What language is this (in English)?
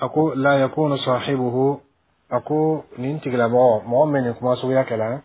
Bambara